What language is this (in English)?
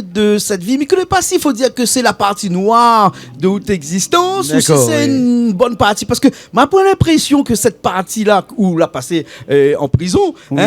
Réunion Creole French